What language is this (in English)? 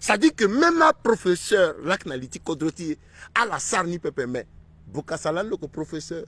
Sango